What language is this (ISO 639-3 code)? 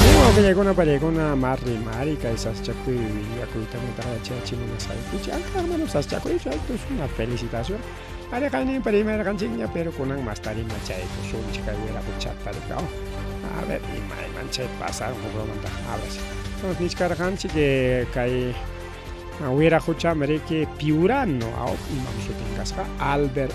quy